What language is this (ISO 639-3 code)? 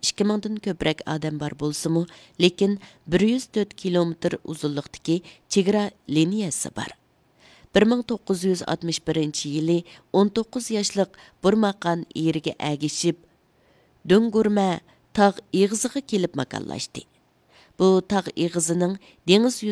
uig